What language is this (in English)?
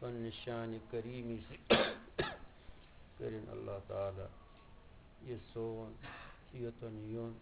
Kashmiri